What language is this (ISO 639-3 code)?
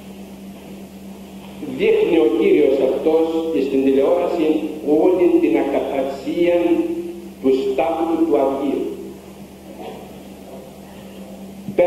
ell